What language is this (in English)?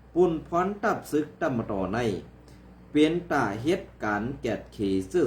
Shan